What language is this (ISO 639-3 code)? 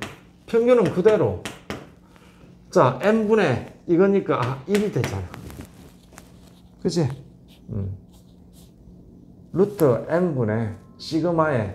kor